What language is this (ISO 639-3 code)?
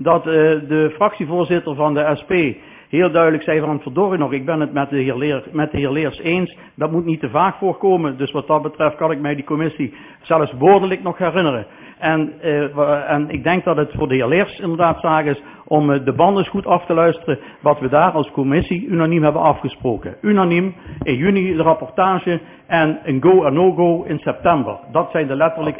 nld